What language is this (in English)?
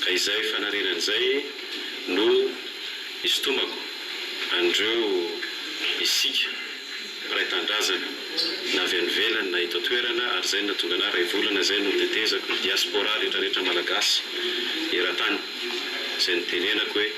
Malagasy